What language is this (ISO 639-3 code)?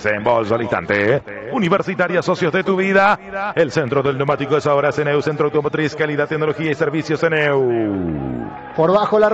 spa